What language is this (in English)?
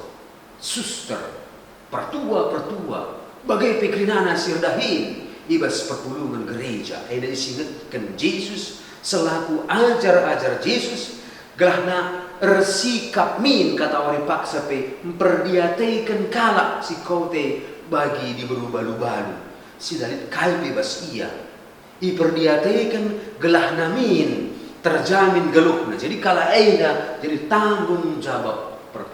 Batak Karo